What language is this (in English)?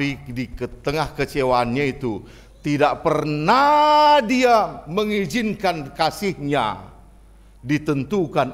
Batak Toba